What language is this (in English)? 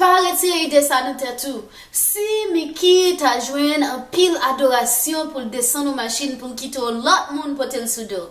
Haitian Creole